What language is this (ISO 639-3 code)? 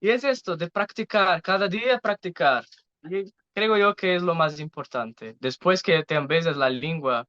lad